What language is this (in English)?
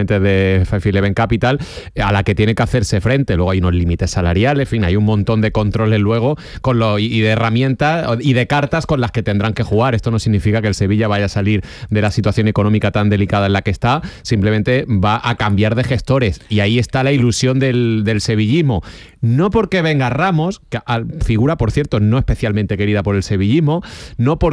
Spanish